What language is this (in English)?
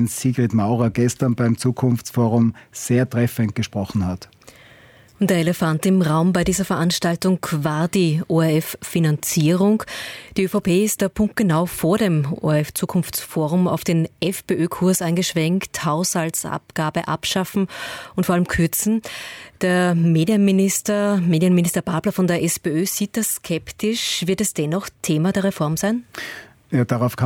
German